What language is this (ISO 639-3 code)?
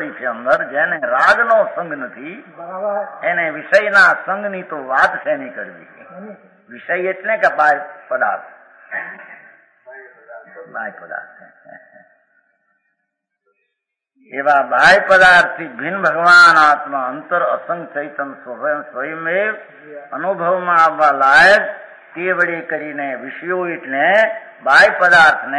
guj